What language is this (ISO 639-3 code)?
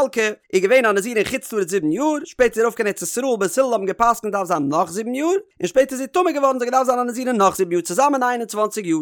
yid